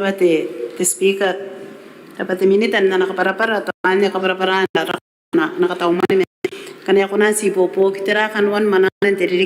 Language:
Gilbertese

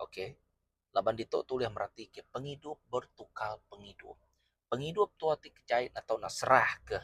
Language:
Iban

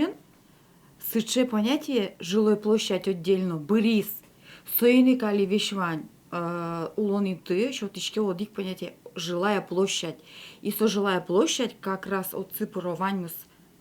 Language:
Udmurt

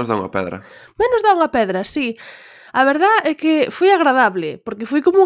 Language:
Galician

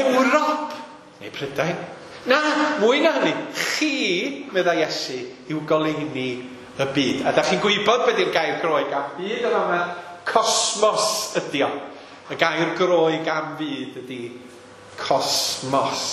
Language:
Welsh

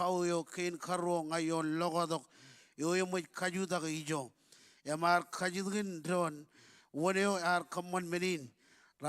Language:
Marshallese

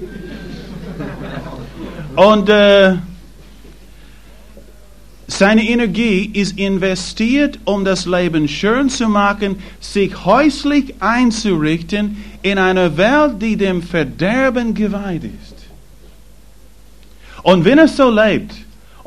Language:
German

